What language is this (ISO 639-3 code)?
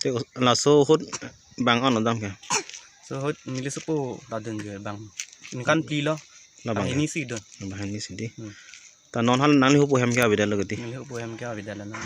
mjw